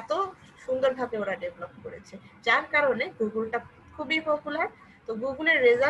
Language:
Bangla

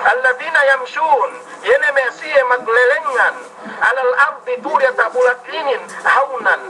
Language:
Yakan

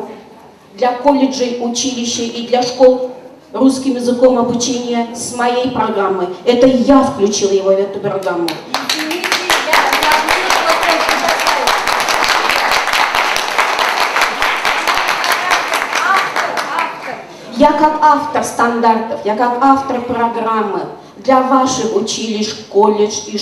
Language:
Russian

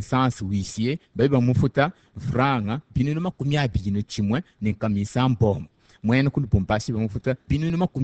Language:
Luba-Lulua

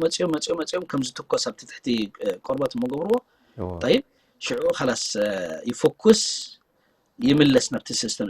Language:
Tigrinya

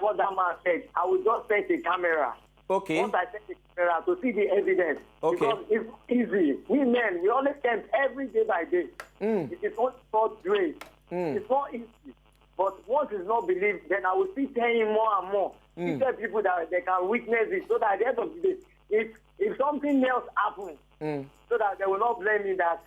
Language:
Nigerian Pidgin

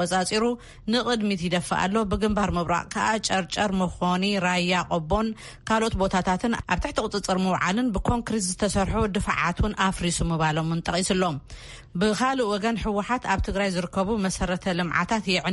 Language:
Tigrinya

